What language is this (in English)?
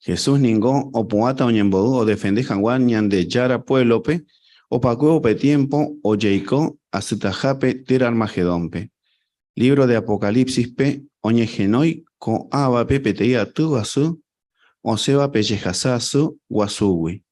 Guarani